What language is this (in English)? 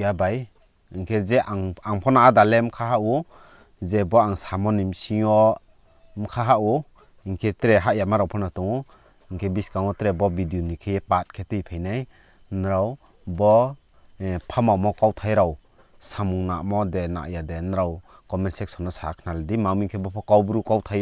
Riang (India)